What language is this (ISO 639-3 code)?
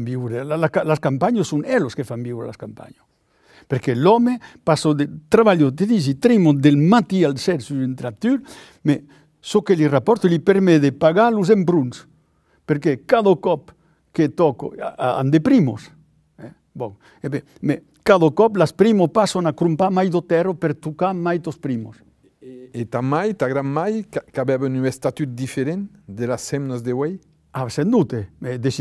oci